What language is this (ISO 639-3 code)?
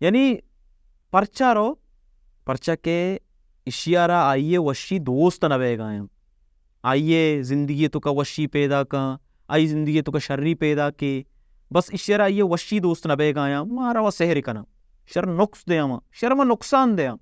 bal